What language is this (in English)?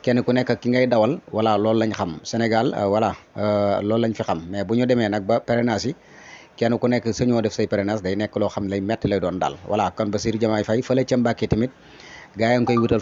Wolof